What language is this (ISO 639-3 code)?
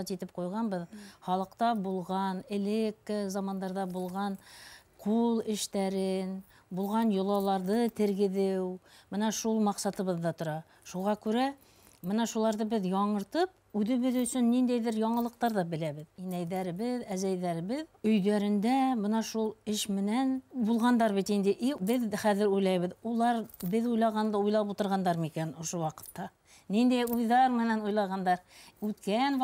bak